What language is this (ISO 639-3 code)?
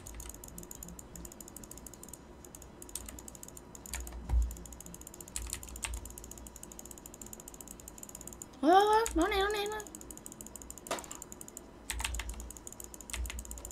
vie